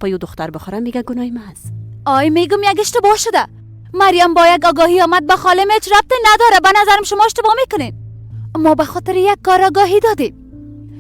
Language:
Persian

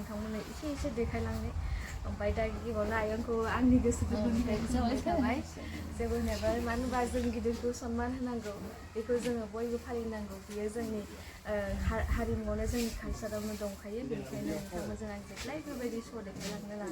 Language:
Bodo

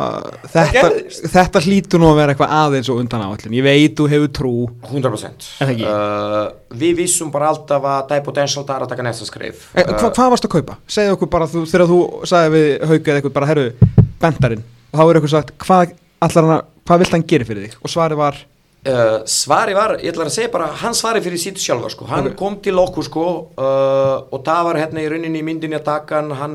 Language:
Icelandic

